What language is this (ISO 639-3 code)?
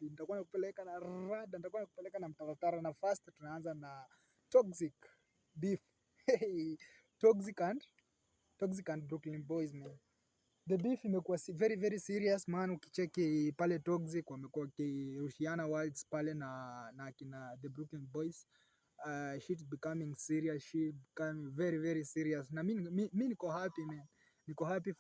swa